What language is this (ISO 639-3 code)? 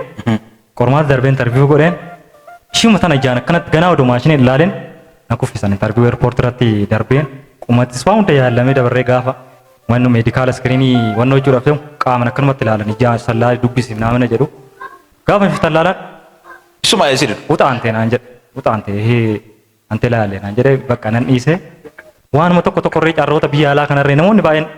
orm